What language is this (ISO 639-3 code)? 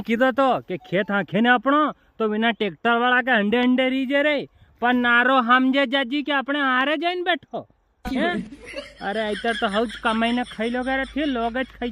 raj